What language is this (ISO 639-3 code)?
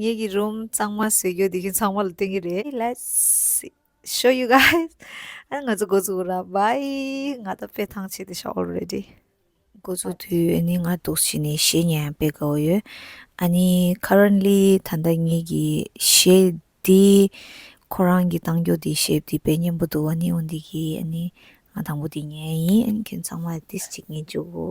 bod